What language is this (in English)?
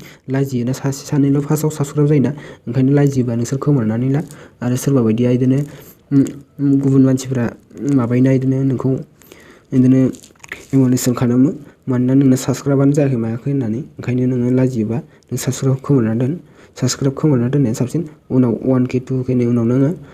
Bodo